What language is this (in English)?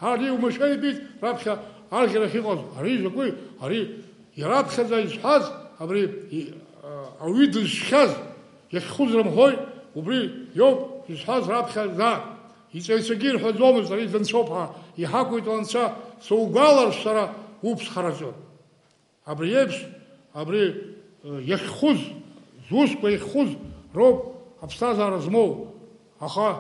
Abkhazian